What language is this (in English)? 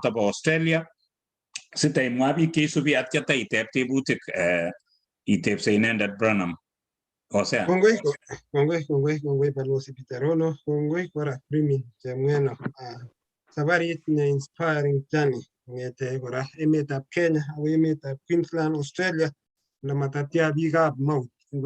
Kalenjin